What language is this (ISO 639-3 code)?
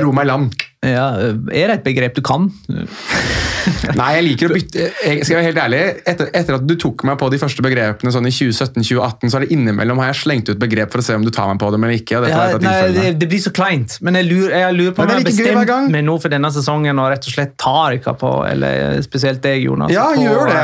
nor